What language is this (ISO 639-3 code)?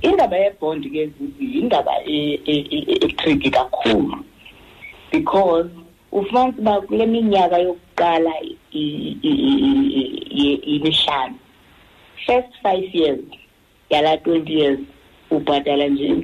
xho